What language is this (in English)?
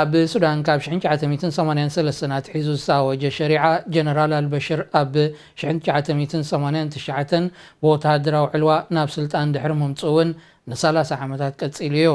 Tigrinya